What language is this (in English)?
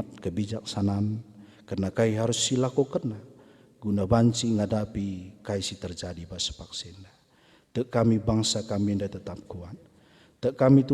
Batak Karo